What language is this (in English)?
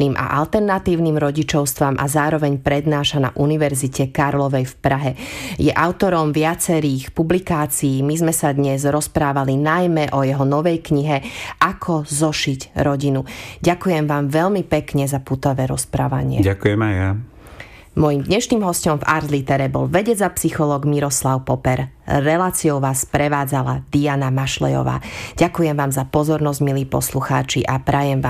Slovak